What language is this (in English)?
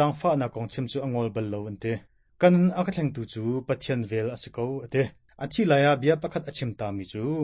Hakha Chin